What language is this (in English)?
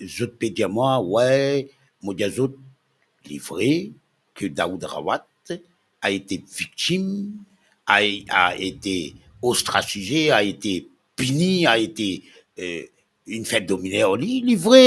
Morisyen